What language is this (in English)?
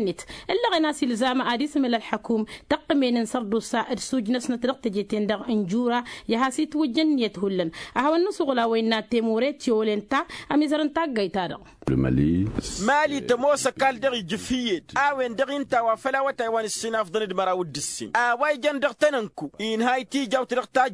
Tamasheq